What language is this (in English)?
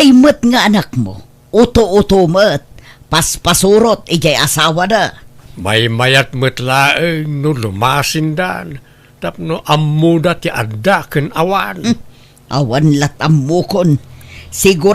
Iloko